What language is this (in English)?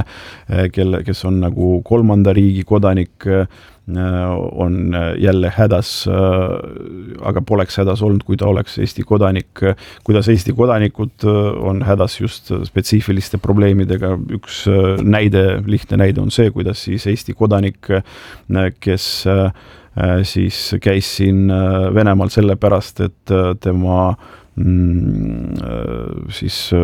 Estonian